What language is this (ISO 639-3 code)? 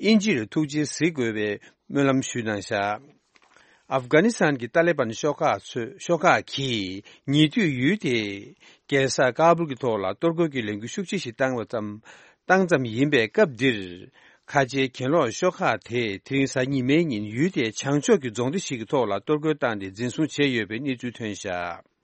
bod